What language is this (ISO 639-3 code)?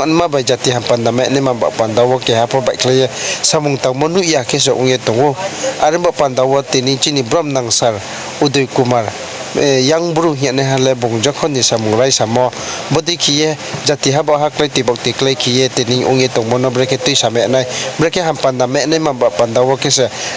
ria